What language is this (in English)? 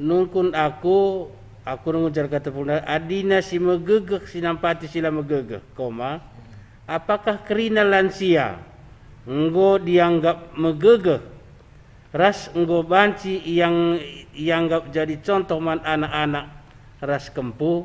Batak Karo